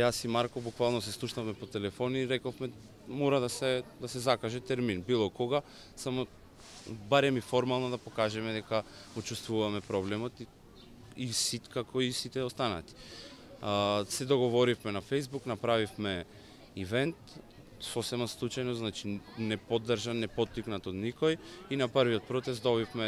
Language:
Macedonian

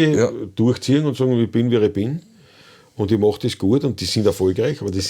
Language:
Bavarian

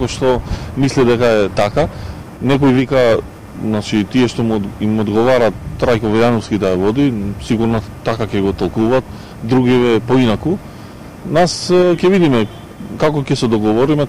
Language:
Macedonian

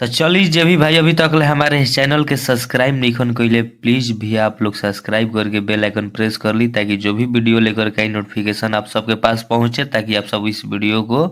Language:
Bhojpuri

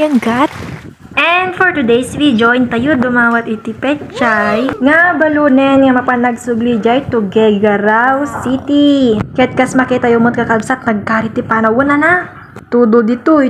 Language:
Iloko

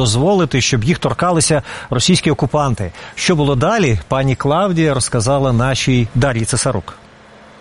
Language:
Ukrainian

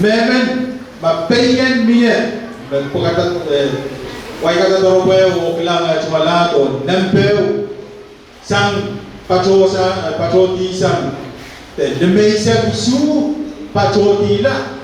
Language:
Pohnpeian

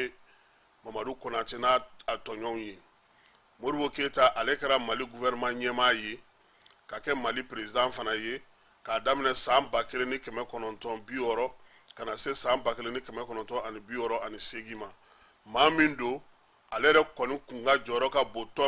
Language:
Bambara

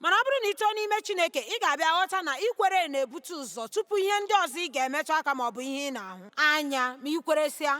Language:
Igbo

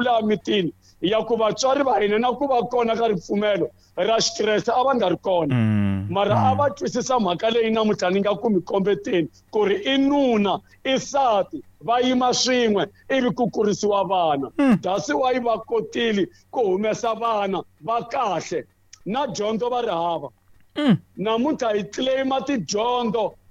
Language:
Tsonga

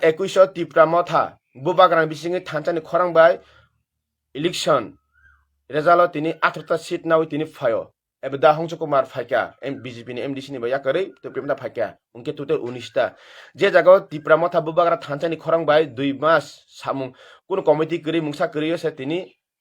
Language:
Kok Borok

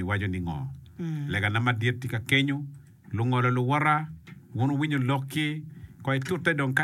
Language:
Acoli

